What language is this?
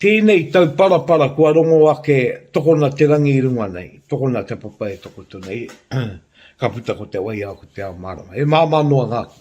Māori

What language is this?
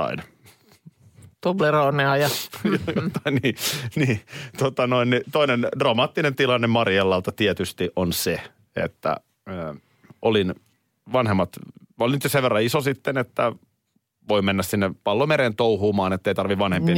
Finnish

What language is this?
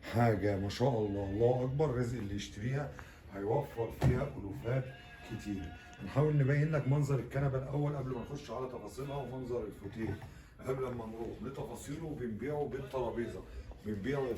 Egyptian Arabic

